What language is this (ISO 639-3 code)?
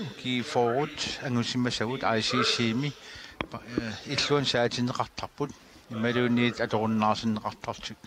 kal